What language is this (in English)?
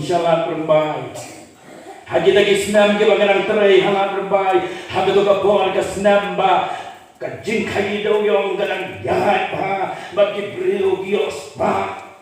Khasi